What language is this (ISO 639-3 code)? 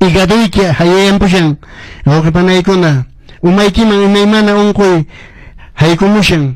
que